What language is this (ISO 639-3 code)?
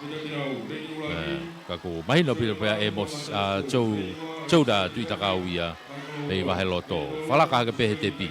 ton